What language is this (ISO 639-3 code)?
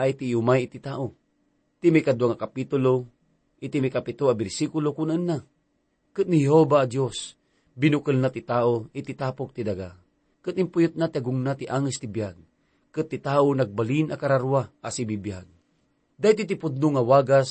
ilo